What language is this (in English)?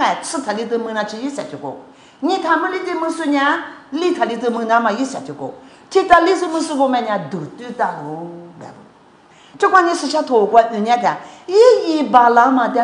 Lisu